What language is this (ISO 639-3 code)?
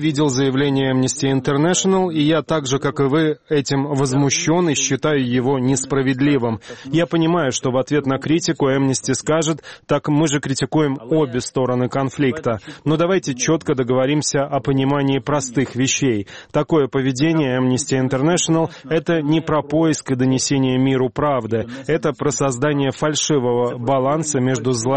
rus